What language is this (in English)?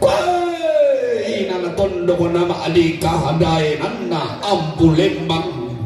Toraja-Sa'dan